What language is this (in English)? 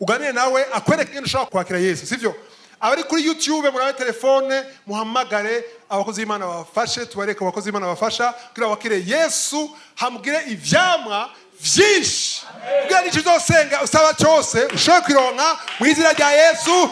Rundi